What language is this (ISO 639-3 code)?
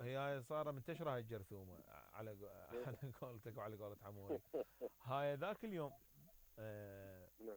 acm